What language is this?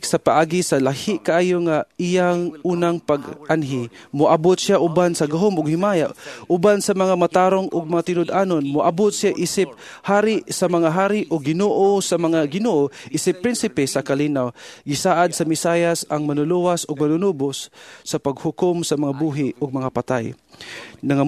Cebuano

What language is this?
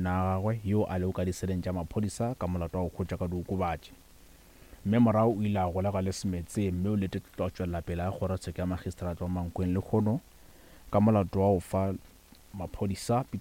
Northern Sotho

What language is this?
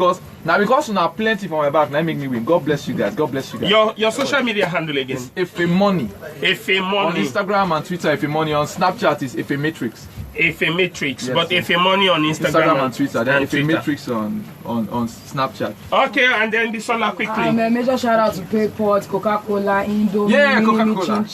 Nigerian Pidgin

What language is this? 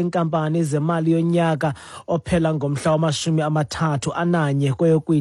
Xhosa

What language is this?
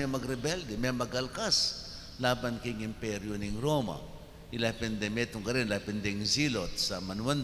Pampanga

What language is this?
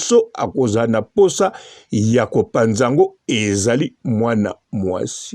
Lingala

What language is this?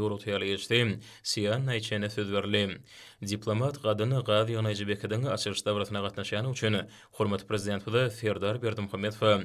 Turkmen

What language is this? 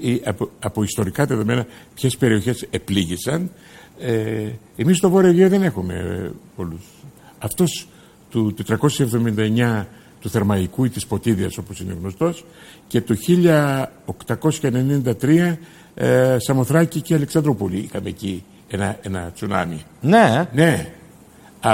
Greek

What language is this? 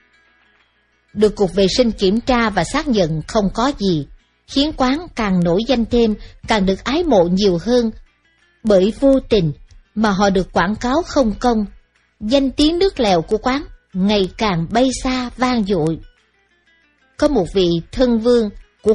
Vietnamese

